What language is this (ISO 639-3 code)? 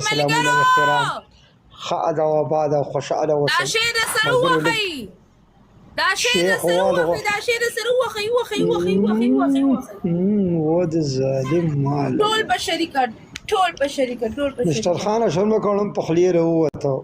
pus